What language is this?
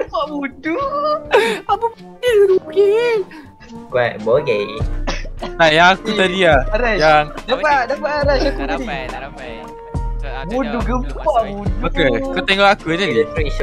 Malay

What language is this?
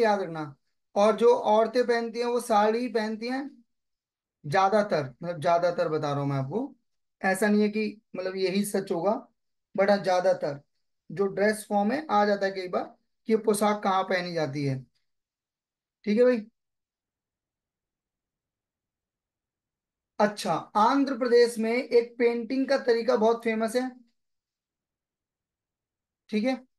Hindi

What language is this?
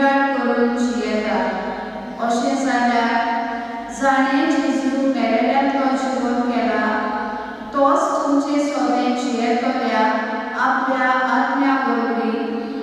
Konkani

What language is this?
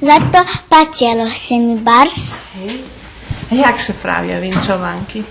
Rusyn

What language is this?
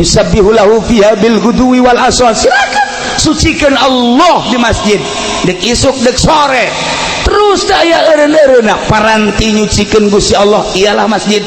Sundanese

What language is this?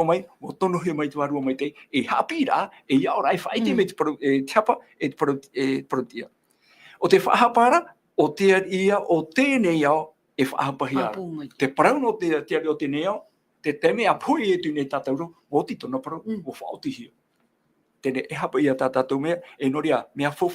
Tahitian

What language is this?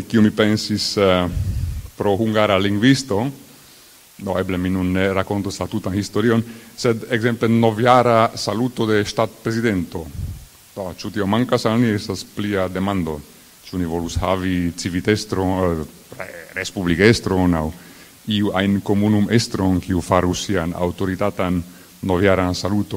Esperanto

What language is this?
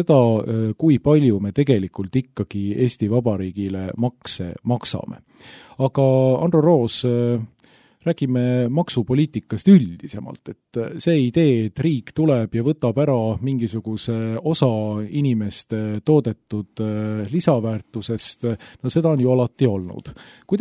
Estonian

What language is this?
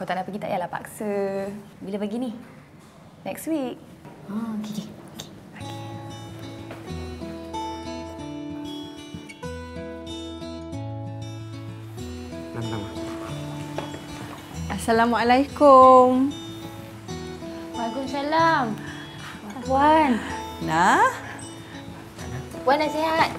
Malay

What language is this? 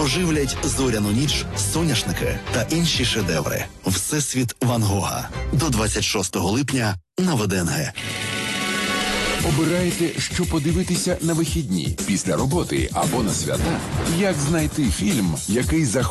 Ukrainian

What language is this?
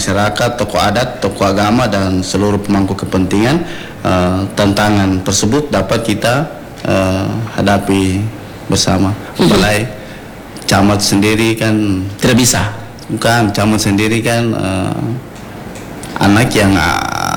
Indonesian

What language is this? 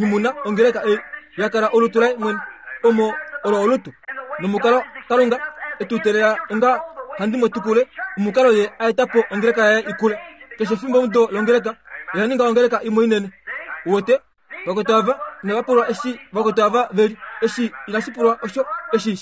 Kuanyama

